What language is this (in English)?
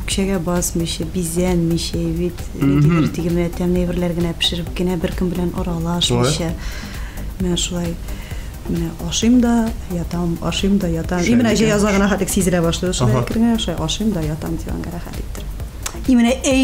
Tatar